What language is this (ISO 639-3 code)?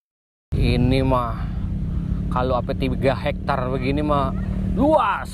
bew